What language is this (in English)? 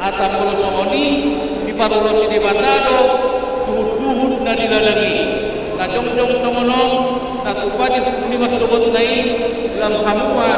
Batak Toba